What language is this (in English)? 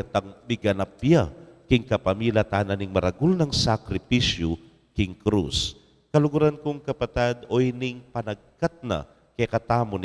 Pampanga